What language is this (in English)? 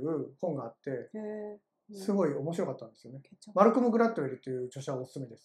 Japanese